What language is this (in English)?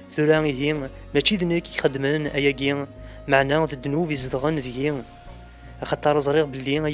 Kabyle